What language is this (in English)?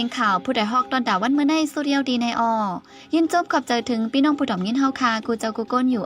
Shan